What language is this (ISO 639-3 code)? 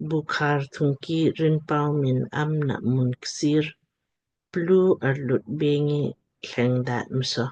lmk